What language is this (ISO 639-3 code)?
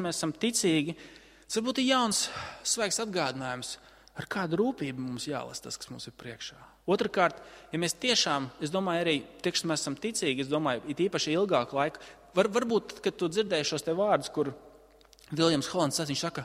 lav